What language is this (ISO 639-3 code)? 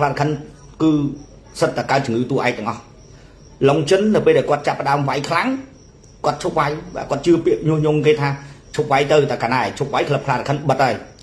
khm